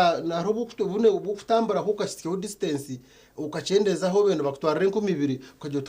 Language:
Nyankole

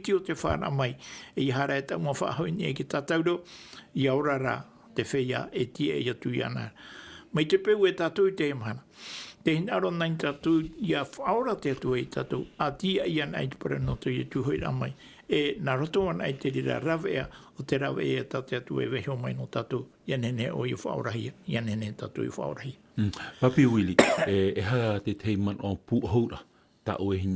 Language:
Tahitian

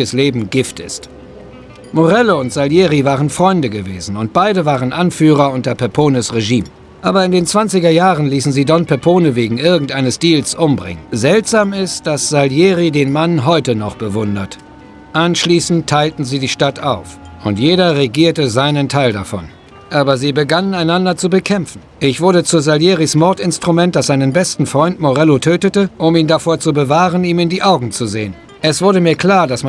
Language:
Bavarian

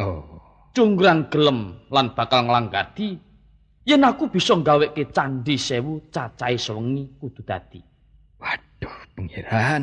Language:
Javanese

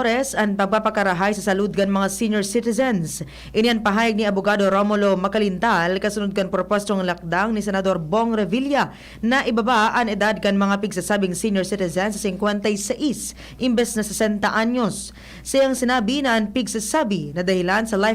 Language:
Bikol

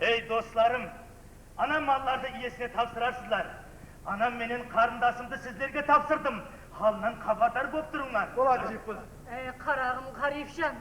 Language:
Kara-Kalpak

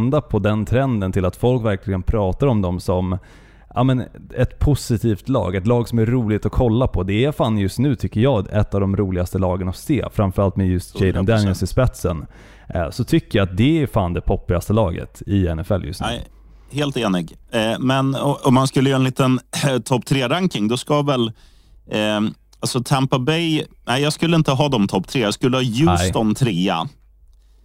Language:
Swedish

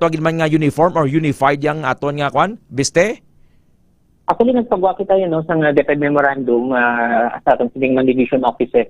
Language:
Hiligaynon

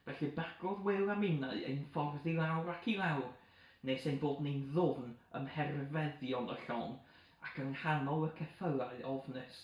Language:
Welsh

